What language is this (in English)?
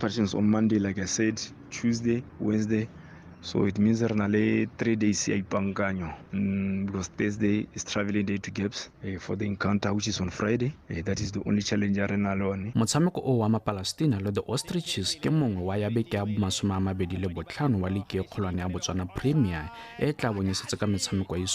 Tswana